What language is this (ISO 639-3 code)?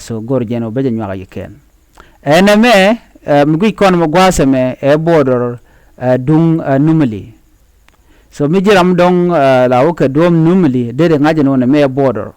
nus